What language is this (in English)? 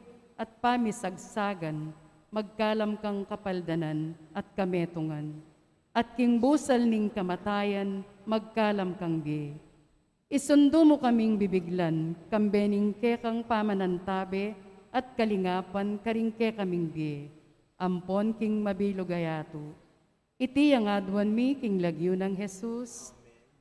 Pampanga